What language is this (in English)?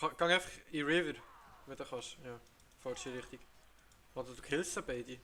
Swiss German